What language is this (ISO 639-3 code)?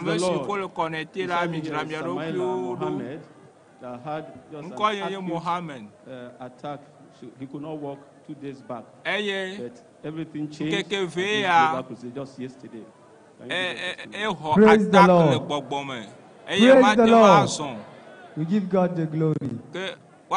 ewe